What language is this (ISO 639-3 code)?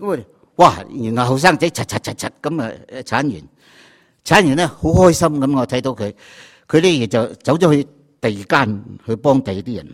yue